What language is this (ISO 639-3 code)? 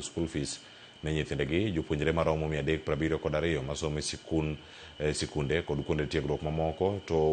luo